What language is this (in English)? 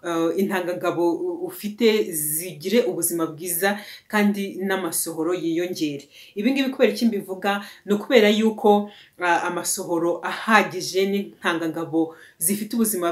Kinyarwanda